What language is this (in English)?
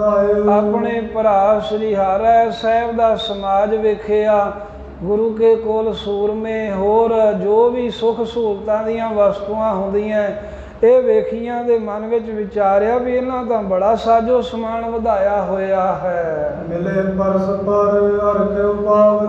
Punjabi